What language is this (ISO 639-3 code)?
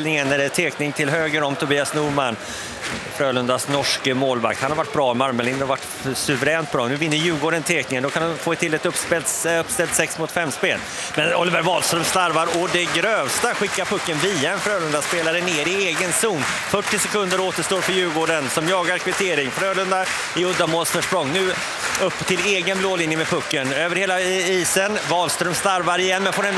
swe